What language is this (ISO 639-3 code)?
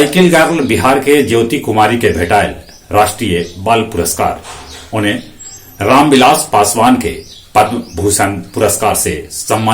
mag